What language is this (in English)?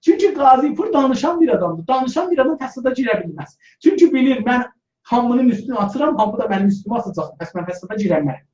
South Azerbaijani